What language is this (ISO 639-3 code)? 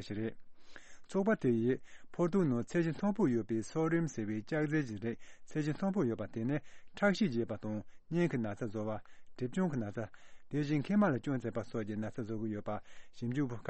bod